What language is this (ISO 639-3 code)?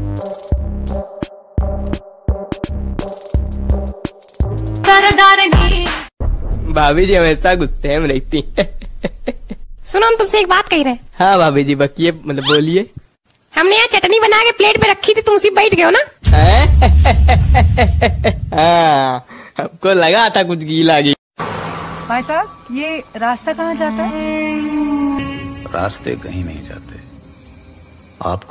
hin